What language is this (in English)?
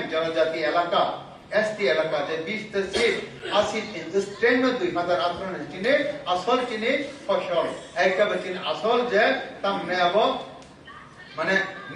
Kok Borok